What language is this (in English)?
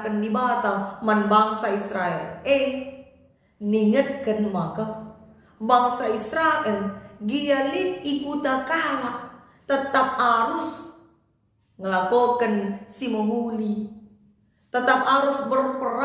Batak Karo